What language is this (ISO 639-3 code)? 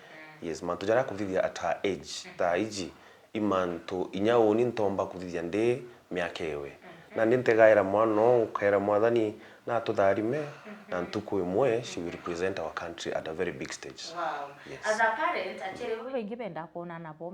mer